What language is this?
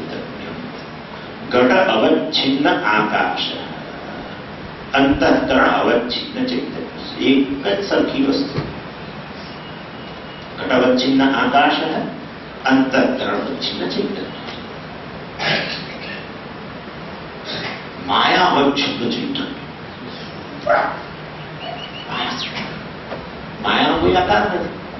Gujarati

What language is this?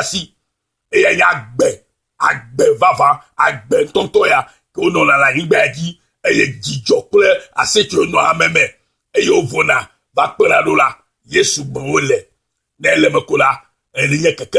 Ewe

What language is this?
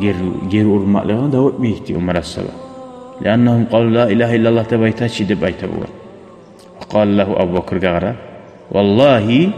Kumyk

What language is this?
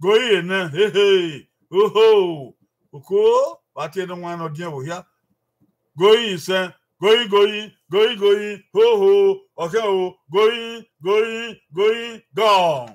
Bini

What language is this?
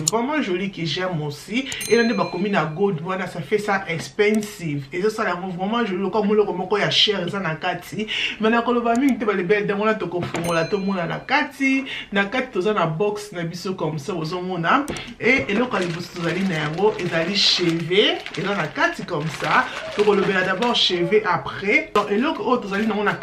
Lingala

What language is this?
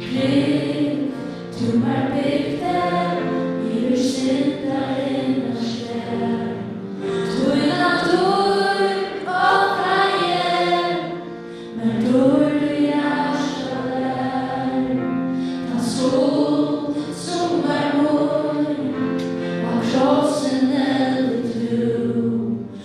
Faroese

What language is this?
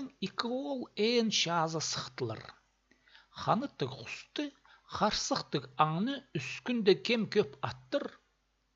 Khakas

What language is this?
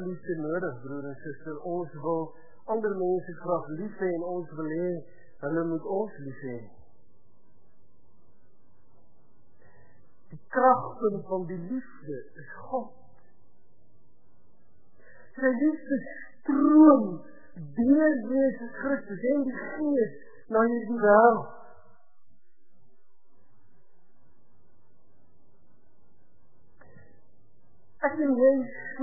Afrikaans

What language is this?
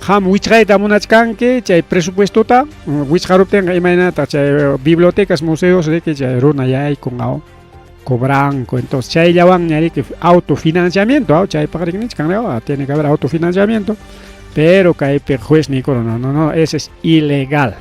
Ayacucho Quechua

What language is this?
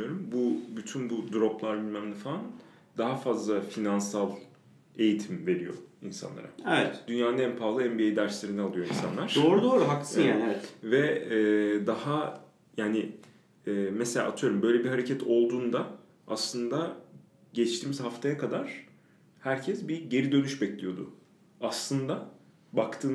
Turkish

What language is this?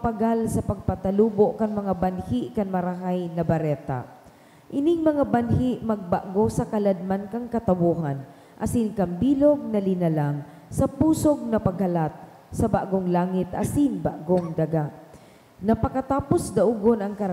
Bikol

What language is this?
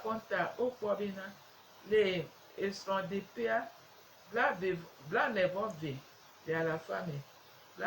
Gen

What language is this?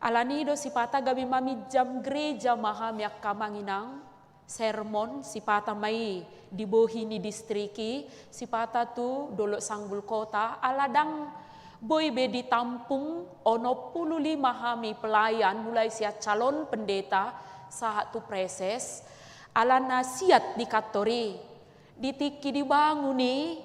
Batak Toba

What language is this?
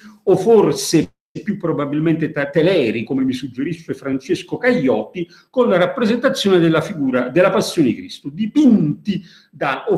Italian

